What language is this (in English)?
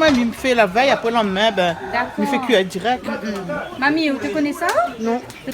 Réunion Creole French